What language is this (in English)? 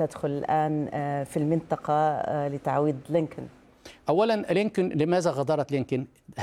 Arabic